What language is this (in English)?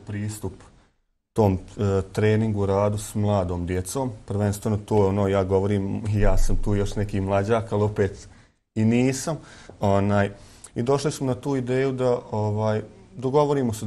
Bosnian